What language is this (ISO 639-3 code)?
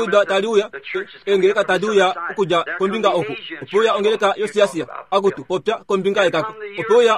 kua